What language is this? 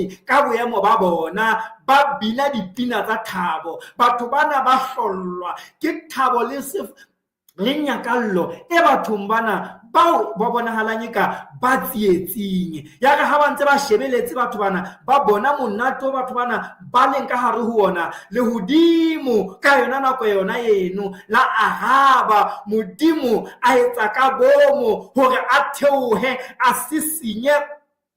Southern Sotho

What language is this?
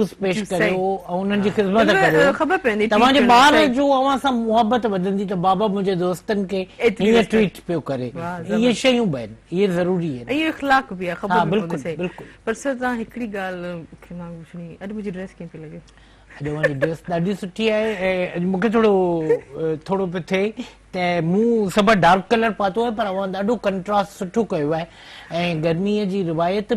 Sindhi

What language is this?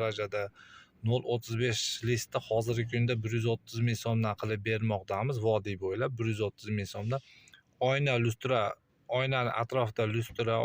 Uzbek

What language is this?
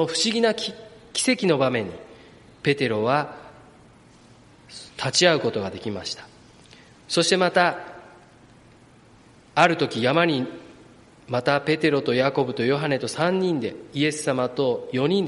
Japanese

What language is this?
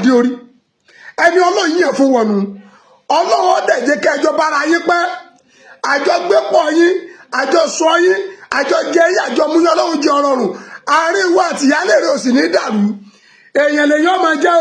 Yoruba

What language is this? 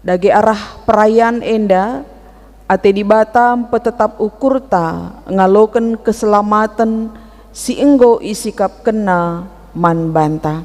Batak Karo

